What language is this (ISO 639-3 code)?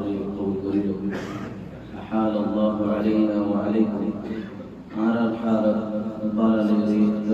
rhg